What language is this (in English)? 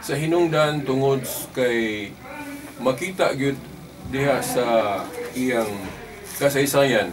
Cebuano